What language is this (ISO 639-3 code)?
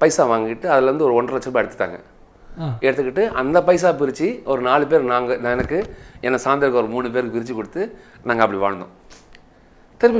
tam